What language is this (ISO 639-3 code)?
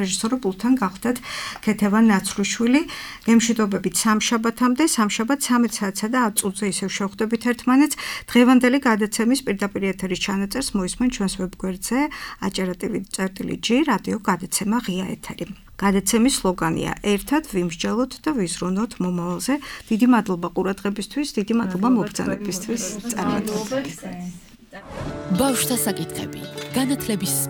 kat